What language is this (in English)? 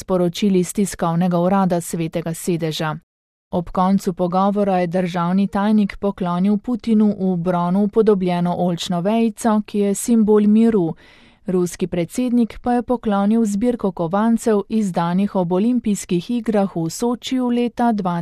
Slovenian